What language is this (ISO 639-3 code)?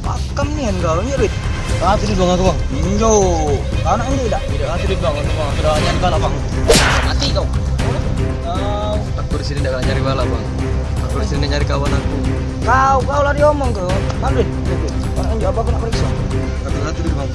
mui